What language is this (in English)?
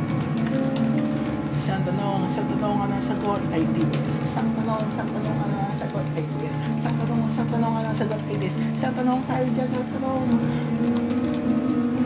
Filipino